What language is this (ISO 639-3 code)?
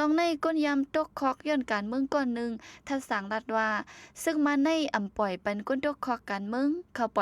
shn